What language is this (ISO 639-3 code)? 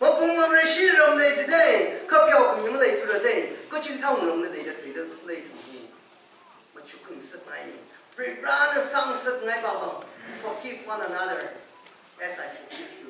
nmf